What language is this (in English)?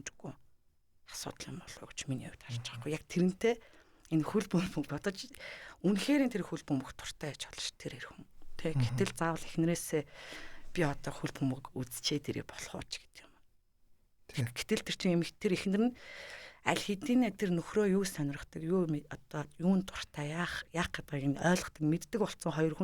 Mongolian